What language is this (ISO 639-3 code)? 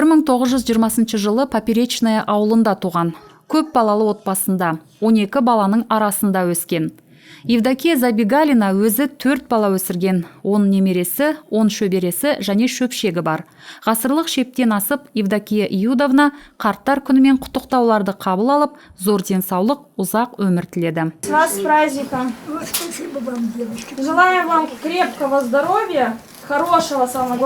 kaz